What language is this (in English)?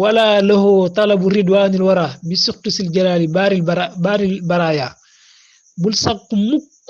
Wolof